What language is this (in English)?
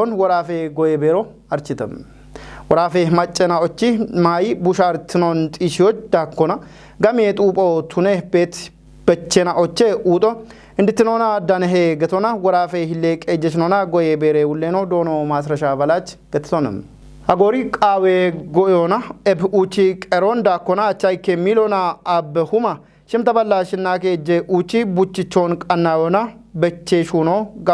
Kafa